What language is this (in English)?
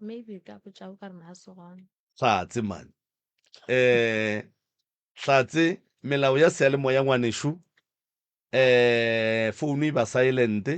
Northern Sotho